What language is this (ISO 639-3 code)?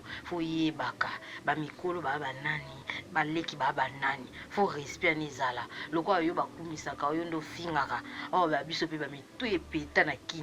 lin